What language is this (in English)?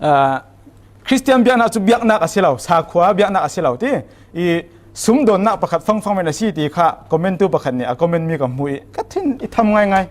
Falam Chin